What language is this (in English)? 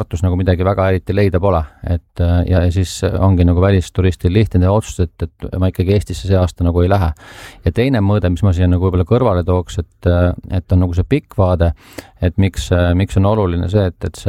Estonian